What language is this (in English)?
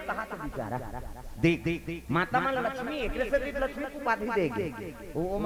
Chhattisgarhi